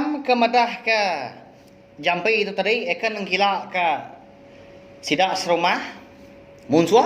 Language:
Iban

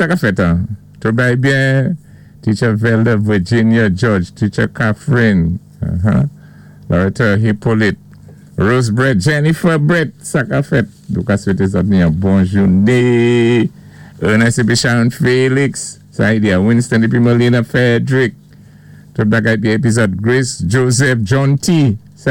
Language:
Saint Lucian Creole French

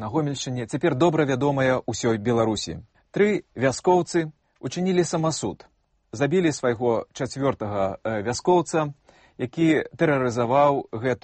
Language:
Belarusian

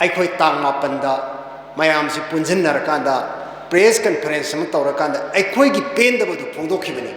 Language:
Manipuri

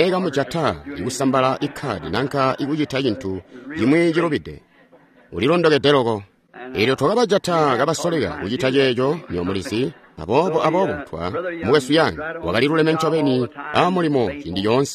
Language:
Tonga (Zambia)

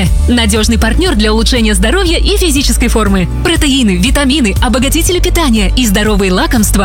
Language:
Russian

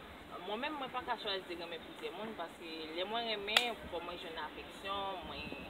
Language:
Haitian Creole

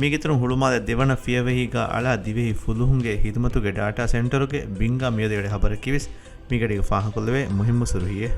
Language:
Divehi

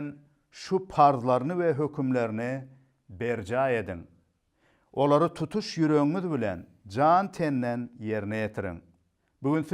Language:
Turkmen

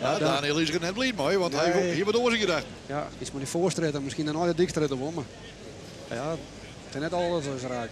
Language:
Western Frisian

